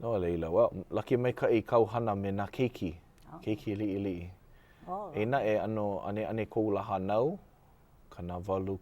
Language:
Hawaiian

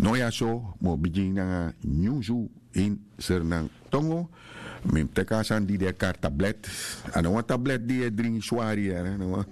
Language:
Sranan Tongo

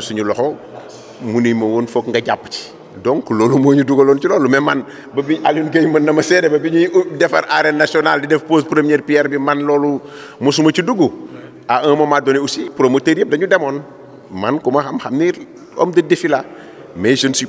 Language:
Wolof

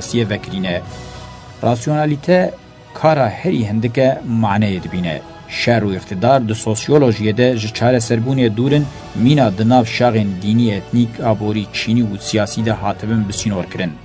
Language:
Kurdish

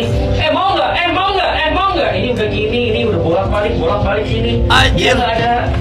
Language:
Indonesian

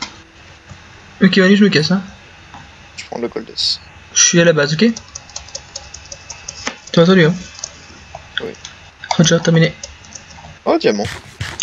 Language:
French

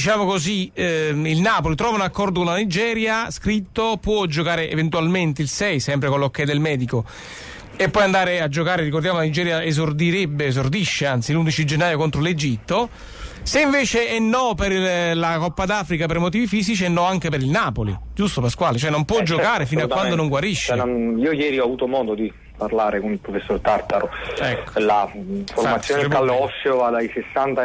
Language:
Italian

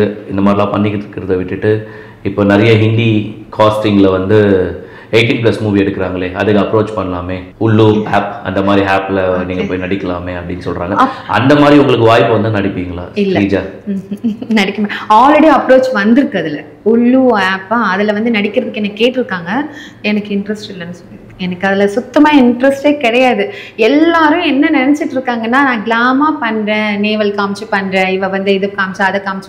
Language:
Tamil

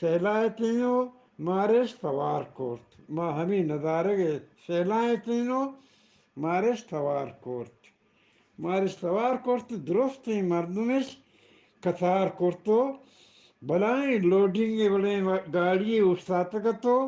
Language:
Eastern Balochi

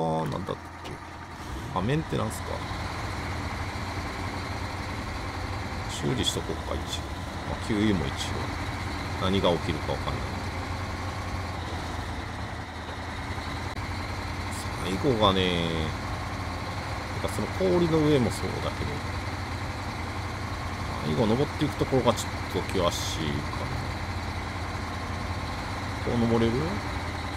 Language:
Japanese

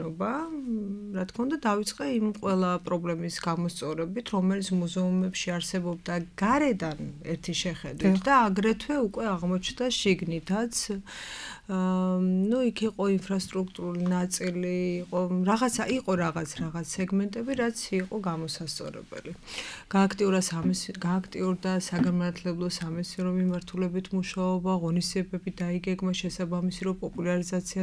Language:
Georgian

